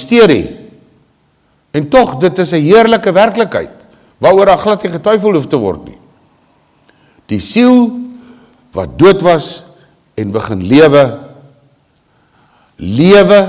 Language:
Afrikaans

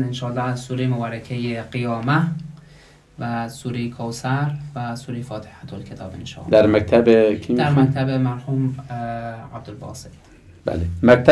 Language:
Persian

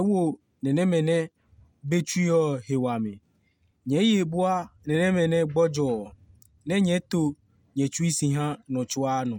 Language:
Adangme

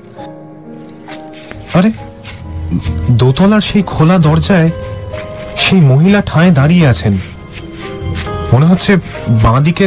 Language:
Bangla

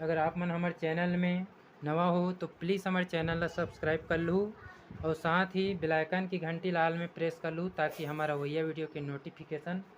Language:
Chhattisgarhi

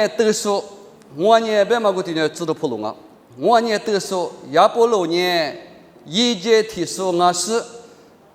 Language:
Lisu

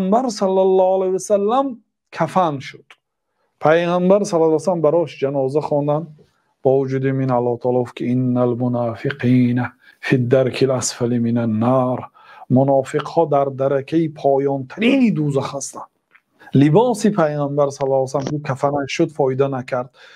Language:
Tajik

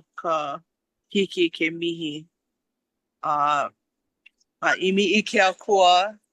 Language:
Hawaiian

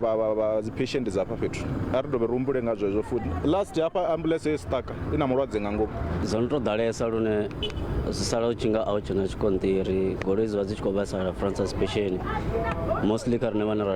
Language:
Venda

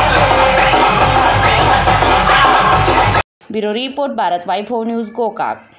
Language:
Kannada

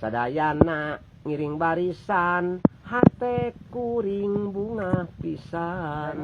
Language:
Sundanese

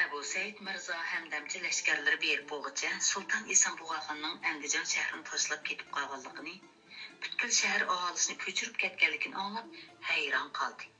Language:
Uyghur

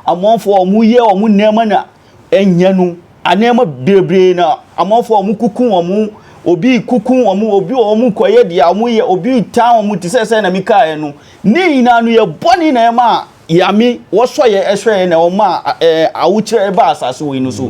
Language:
Akan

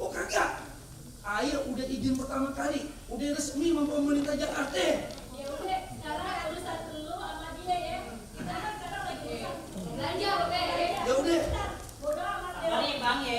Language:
Betawi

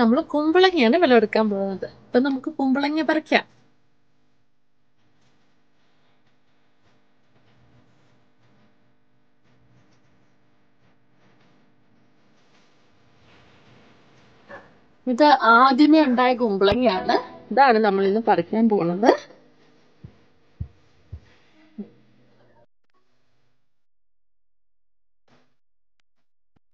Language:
Malayalam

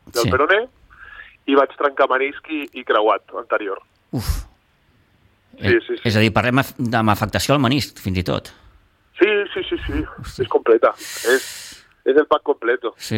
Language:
Catalan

